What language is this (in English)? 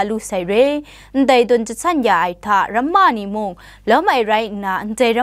Kachin